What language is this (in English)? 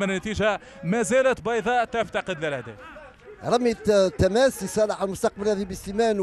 Tunisian Arabic